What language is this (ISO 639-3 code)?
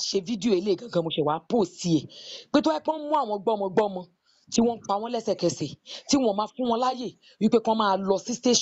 yor